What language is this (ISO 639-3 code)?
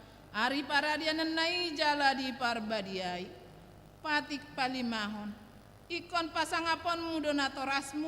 bbc